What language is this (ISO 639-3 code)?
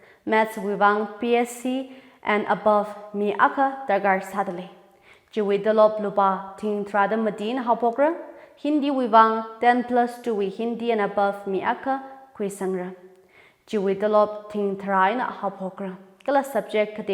nmf